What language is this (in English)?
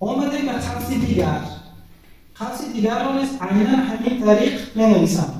Tajik